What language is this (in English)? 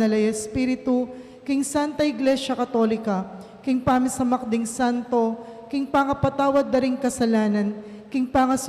Pampanga